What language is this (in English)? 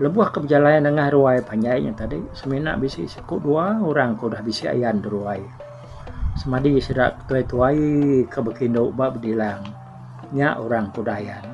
Iban